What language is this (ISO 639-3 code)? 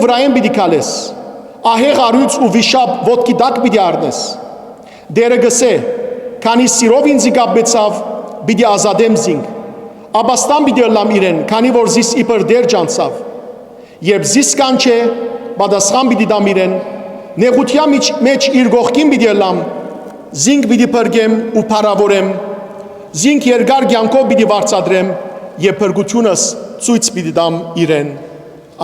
hyw